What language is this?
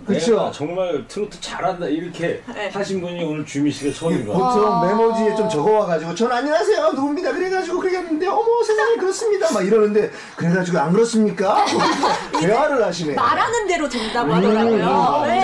Korean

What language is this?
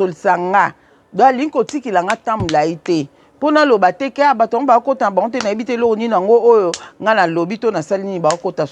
Lingala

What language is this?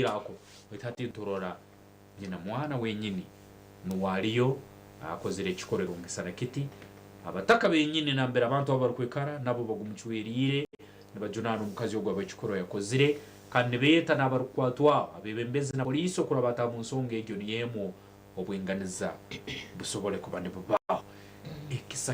Nyankole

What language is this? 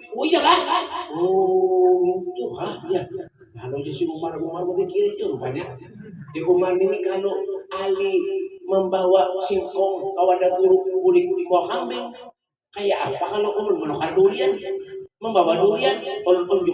Banjar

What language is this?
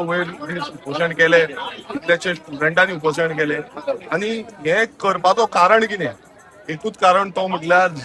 Konkani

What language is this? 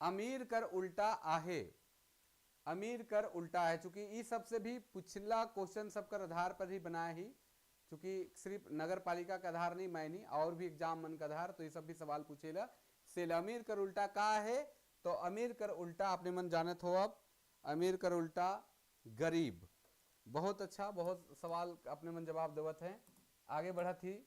Sadri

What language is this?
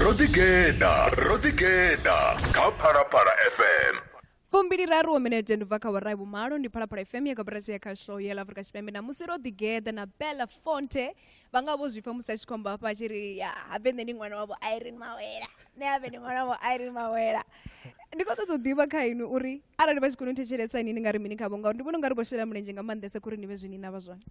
Venda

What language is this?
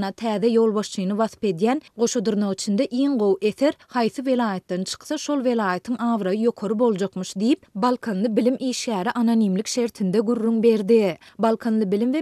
Turkmen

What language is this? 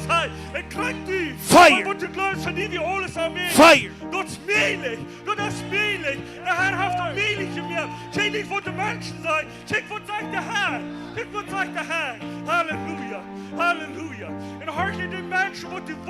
Plautdietsch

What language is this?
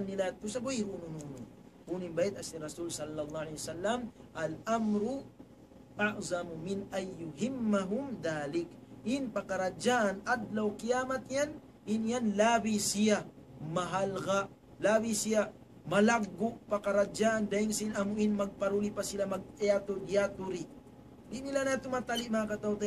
Tausug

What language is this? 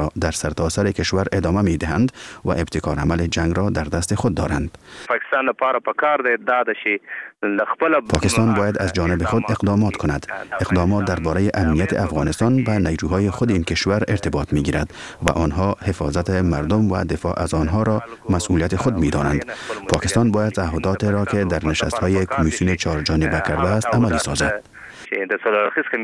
Persian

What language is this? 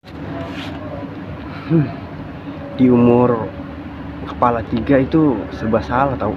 Betawi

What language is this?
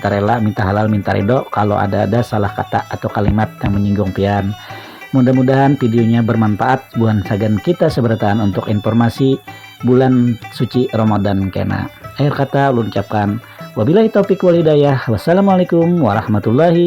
Banjar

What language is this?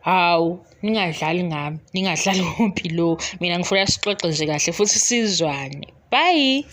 Zulu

